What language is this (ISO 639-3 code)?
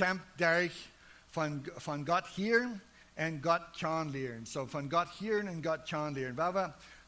pdt